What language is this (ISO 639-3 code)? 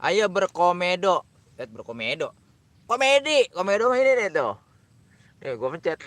bew